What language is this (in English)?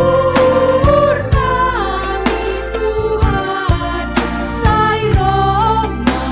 Batak Simalungun